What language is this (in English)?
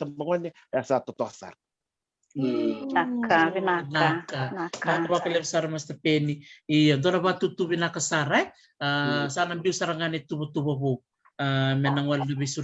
Fijian